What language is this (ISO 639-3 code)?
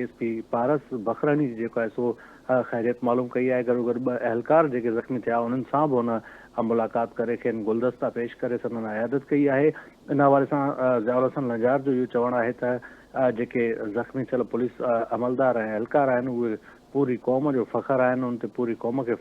snd